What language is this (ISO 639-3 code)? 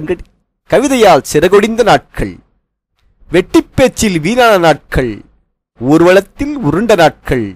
tam